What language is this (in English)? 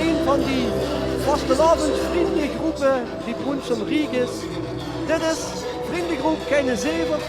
Limburgish